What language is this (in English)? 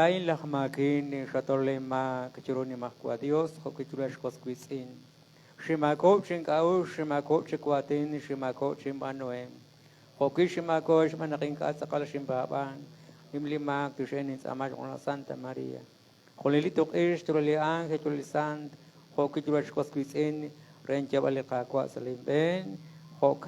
Kekchí